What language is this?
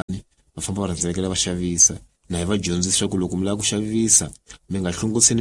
Tsonga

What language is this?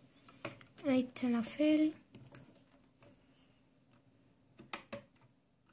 Romanian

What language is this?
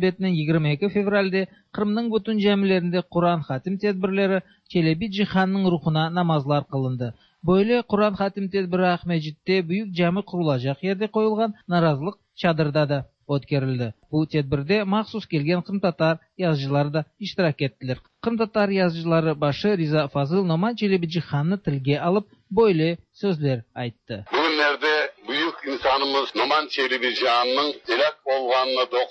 Tatar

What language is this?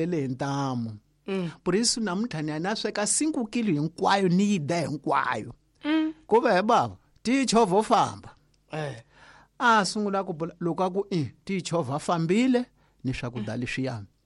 Tsonga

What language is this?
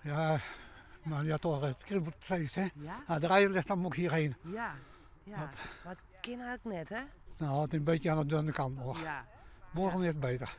Western Frisian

